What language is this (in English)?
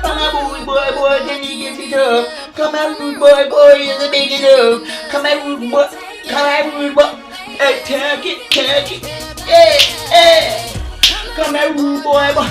Jamaican Creole English